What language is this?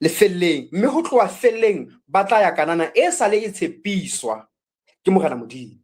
Southern Sotho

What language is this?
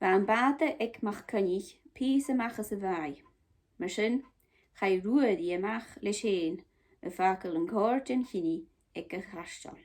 Scottish Gaelic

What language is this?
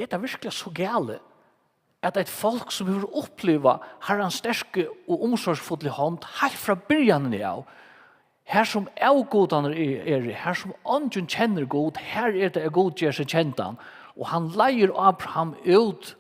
Faroese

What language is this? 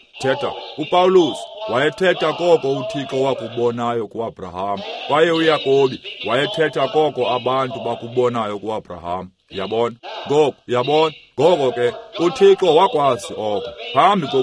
Xhosa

